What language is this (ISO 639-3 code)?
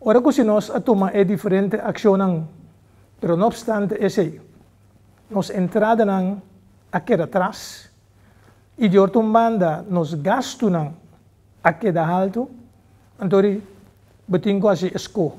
pap